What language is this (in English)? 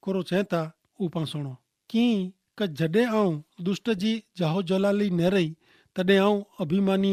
Kachhi